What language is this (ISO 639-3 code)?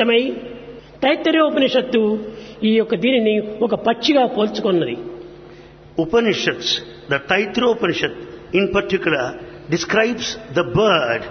tel